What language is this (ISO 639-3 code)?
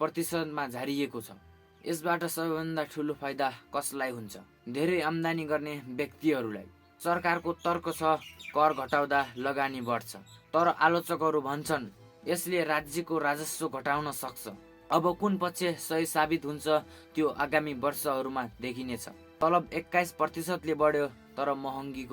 nep